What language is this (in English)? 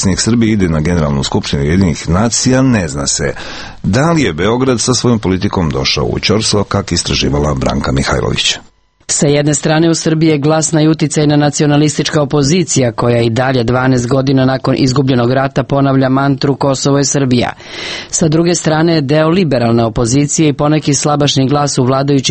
Serbian